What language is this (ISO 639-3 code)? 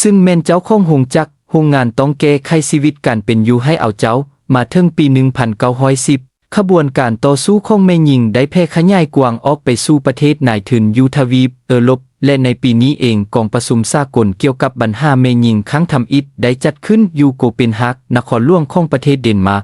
lao